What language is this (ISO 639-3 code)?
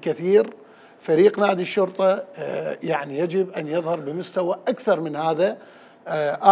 acm